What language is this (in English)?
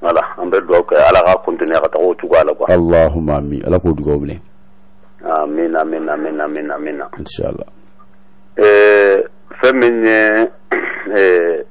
Bambara